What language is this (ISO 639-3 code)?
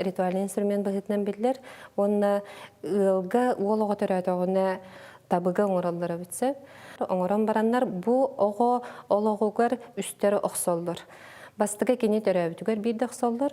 sah